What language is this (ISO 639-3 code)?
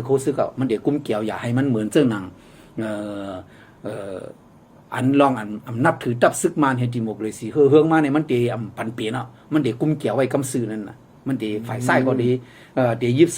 shn